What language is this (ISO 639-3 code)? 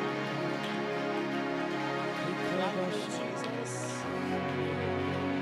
mal